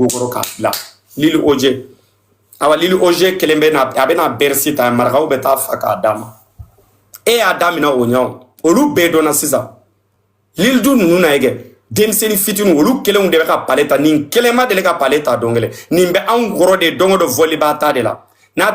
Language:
Bambara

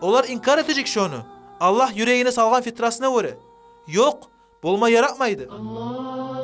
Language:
Kumyk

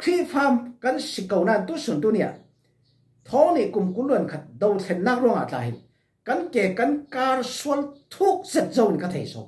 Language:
Falam Chin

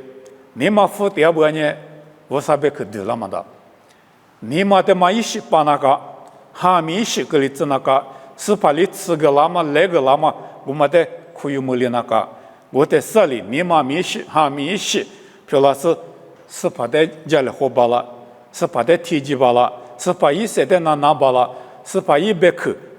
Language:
Lisu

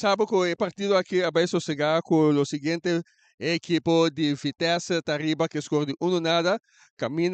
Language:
Papiamento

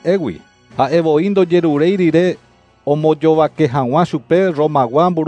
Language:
Guarani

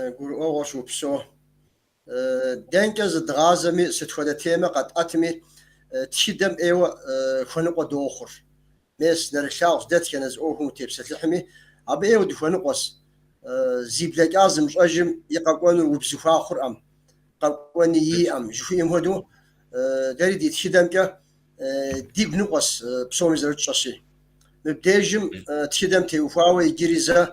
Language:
Kabardian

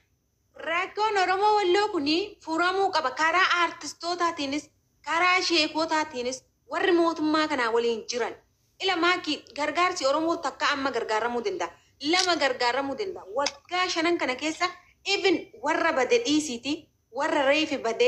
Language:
Oromo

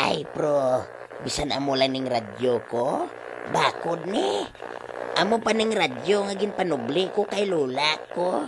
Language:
Hiligaynon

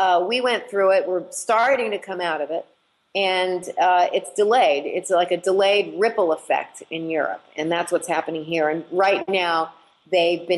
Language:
English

